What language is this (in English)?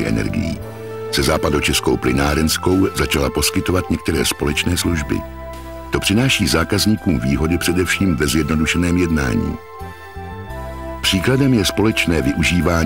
Czech